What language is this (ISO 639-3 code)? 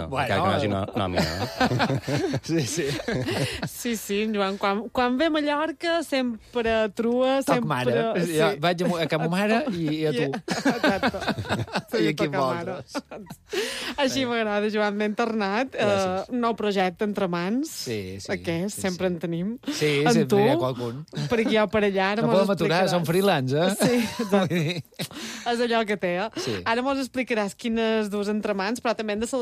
cat